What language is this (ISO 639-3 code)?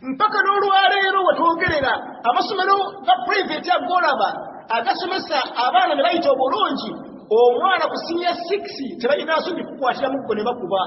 lug